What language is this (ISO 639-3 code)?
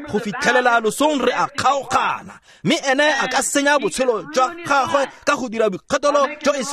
tsn